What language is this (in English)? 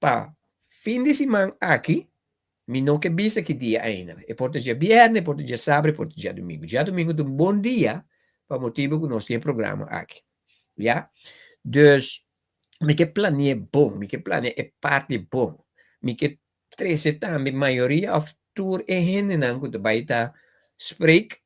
Papiamento